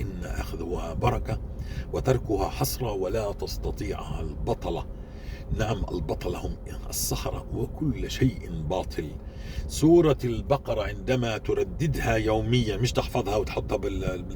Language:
North Levantine Arabic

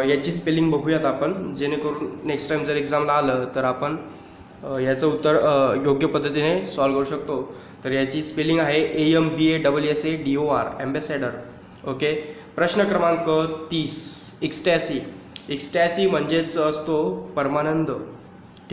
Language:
Marathi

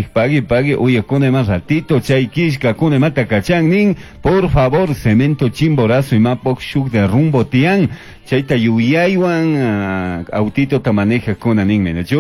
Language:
Chimborazo Highland Quichua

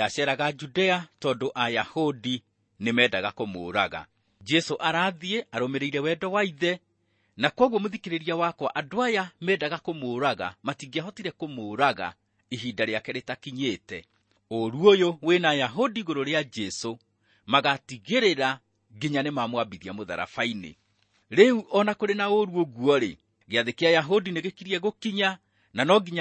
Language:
Kikuyu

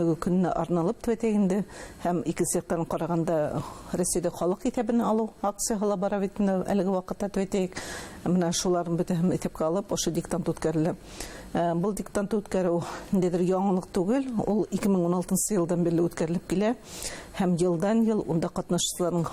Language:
Bashkir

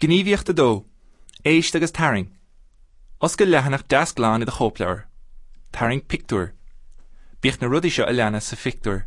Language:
Irish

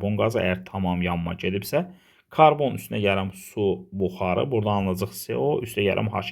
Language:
Azerbaijani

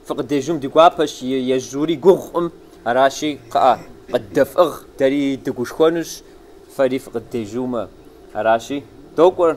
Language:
Kabardian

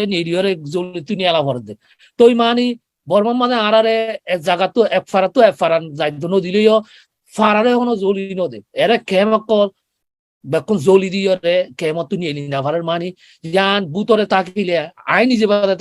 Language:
Rohingya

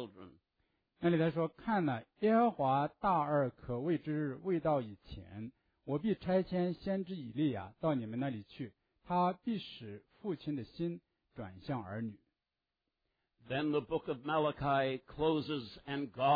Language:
Chinese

